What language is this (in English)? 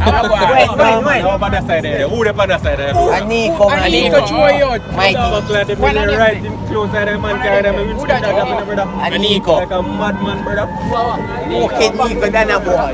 Jamaican Creole English